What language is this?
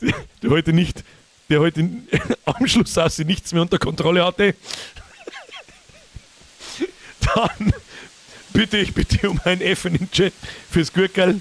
Bavarian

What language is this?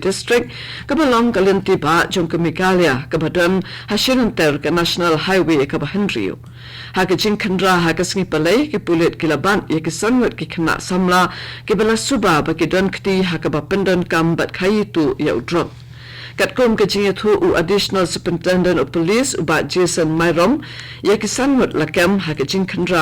Khasi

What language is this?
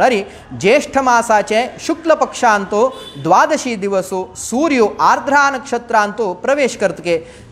Konkani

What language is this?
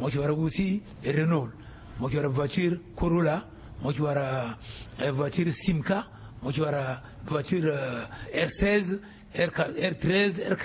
Sango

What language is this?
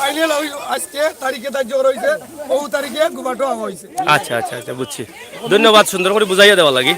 Sylheti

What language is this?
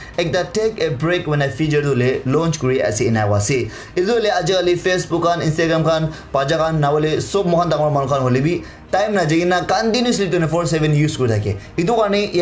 Naga Pidgin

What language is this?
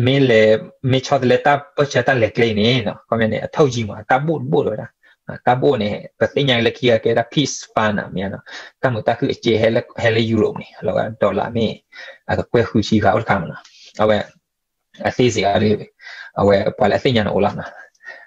S'gaw Karen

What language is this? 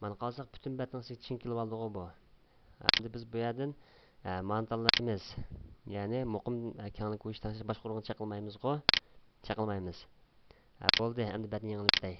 Uyghur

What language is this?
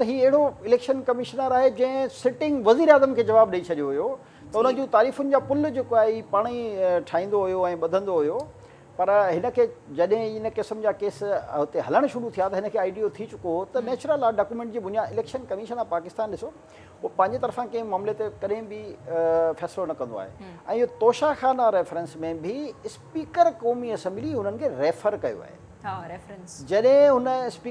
Sindhi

